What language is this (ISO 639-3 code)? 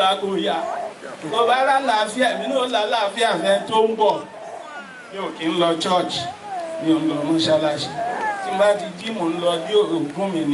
yor